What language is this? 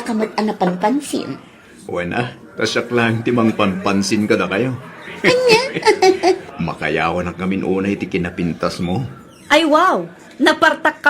Iloko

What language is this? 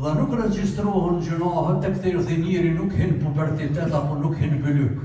Albanian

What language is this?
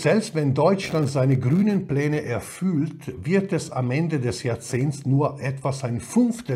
German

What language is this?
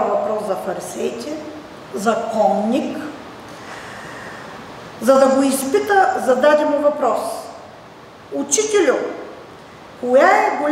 Bulgarian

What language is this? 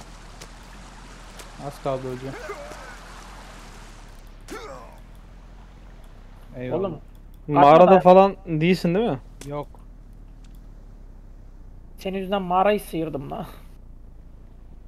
Turkish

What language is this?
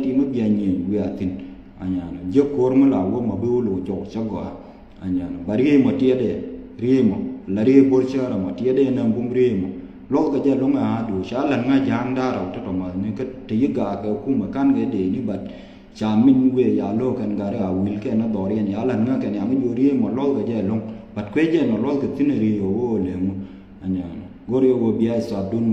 Nuer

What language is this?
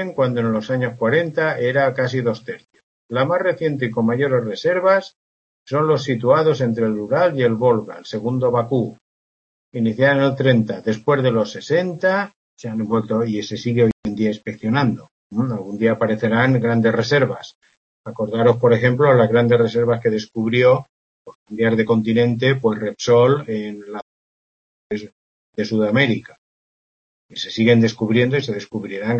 Spanish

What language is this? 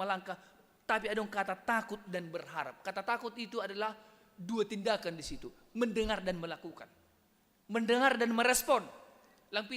Batak Simalungun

